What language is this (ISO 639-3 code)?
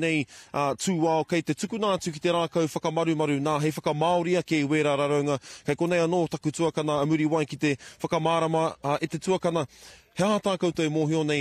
mri